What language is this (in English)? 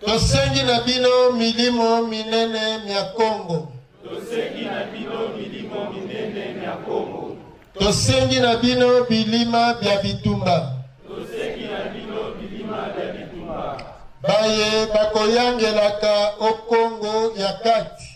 Lingala